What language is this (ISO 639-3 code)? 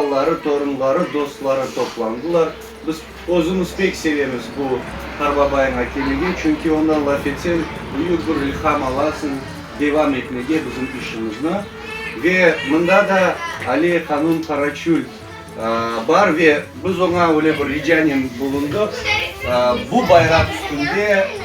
crh